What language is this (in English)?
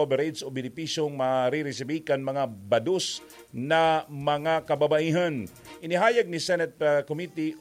Bikol